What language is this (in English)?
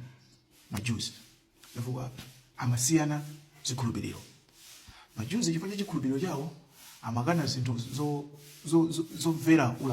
Nyanja